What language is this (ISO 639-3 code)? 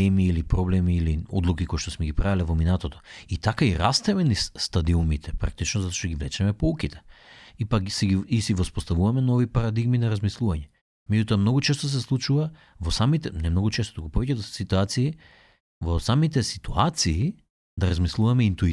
mkd